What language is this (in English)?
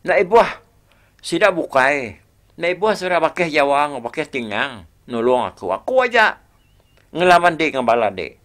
Iban